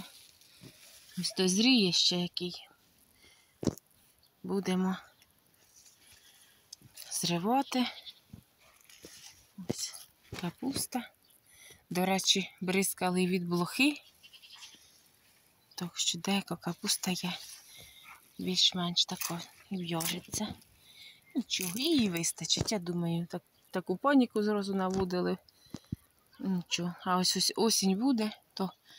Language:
Ukrainian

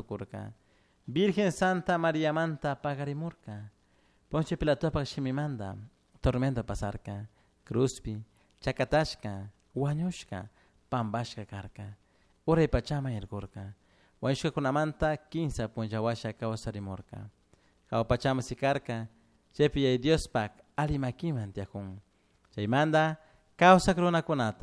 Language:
Chimborazo Highland Quichua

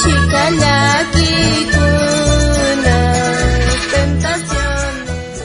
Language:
South Bolivian Quechua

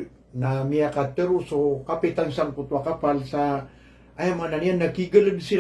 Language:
Maranao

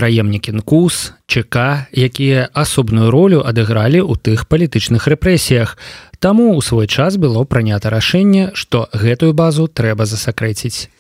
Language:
Belarusian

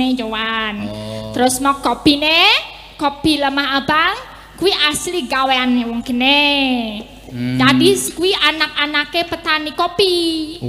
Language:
Javanese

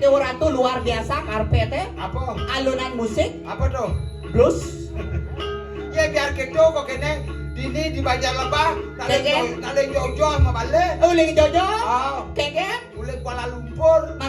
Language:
Balinese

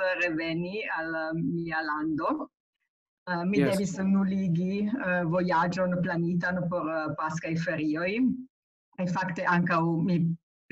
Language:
Esperanto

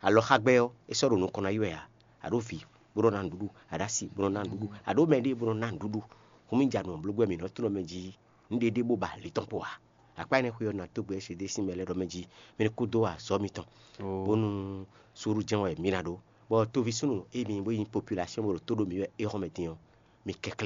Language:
Fon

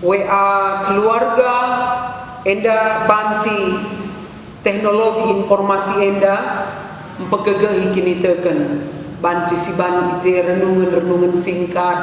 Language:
Batak Karo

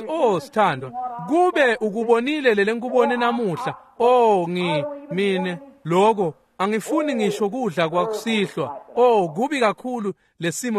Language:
Swati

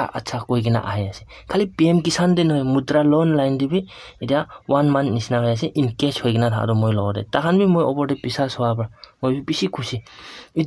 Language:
Naga Pidgin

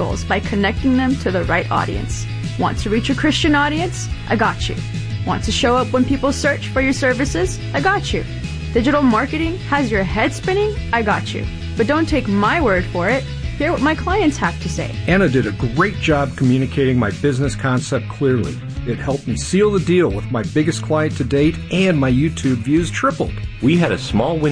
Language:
English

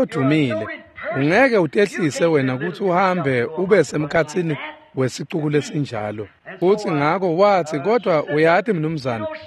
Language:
Swati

